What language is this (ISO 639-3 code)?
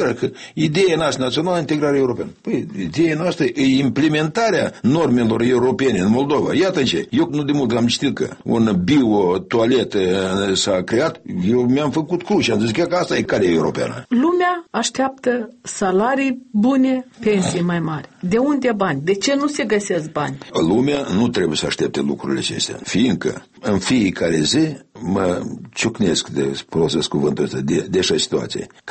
ron